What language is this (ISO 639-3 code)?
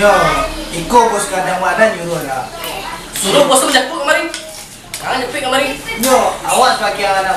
min